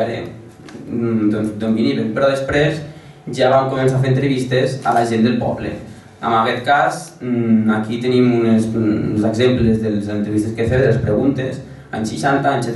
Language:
Catalan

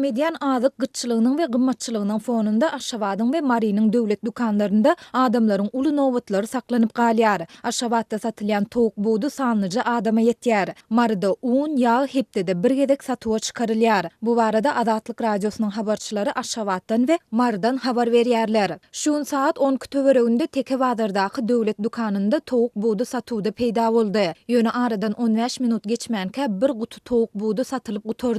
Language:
Turkmen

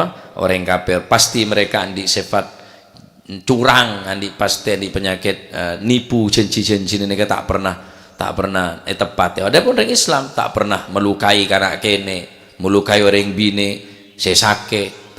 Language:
Madurese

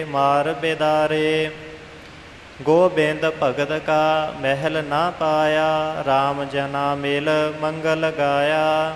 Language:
Punjabi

